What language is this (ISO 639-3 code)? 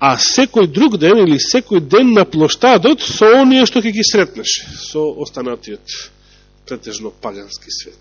mkd